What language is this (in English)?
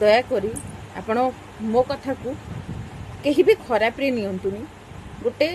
Odia